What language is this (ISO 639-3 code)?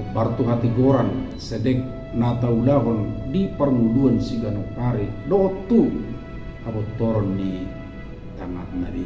bbc